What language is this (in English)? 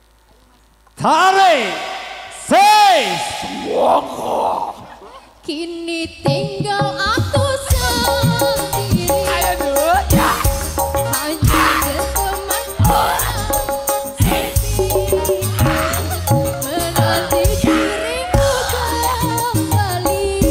Indonesian